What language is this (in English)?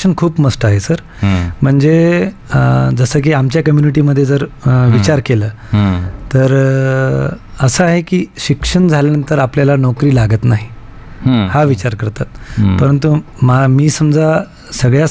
Marathi